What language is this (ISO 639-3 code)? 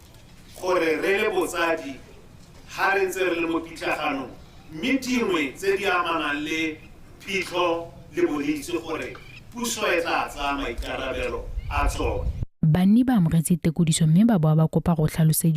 tsn